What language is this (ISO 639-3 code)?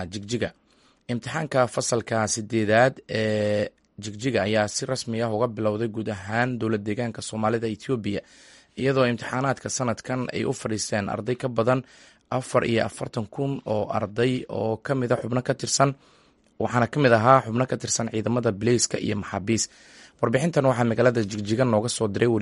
som